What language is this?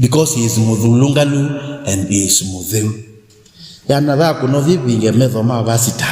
Kamba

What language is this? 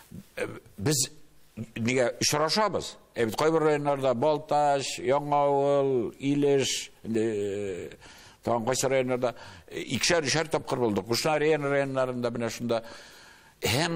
Tatar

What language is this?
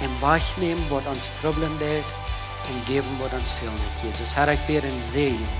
Plautdietsch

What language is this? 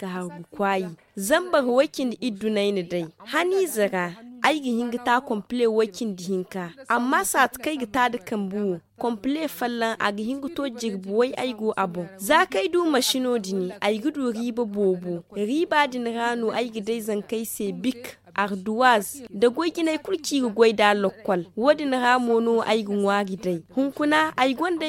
Zarma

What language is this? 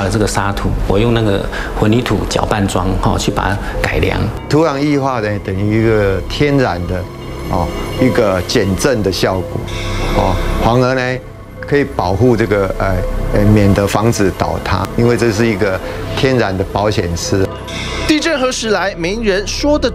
Chinese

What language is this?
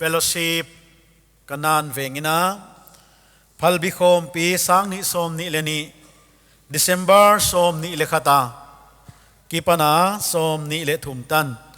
Paite Chin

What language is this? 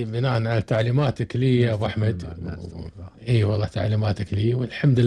Gulf Arabic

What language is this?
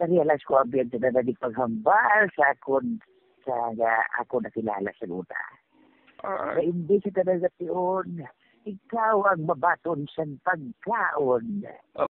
Hiligaynon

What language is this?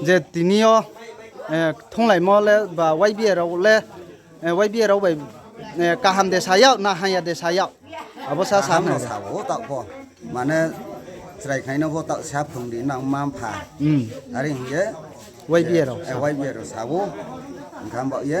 Riang (India)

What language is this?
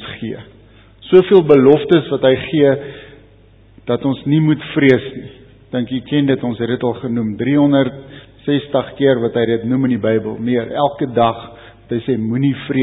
Afrikaans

